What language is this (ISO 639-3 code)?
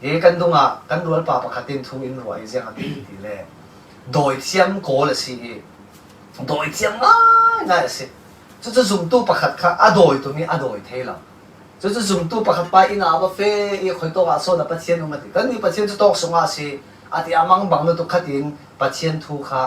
cfm